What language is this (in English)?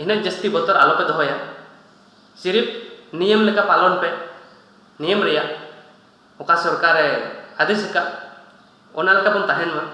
Santali